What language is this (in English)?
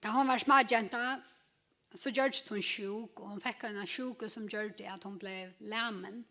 Faroese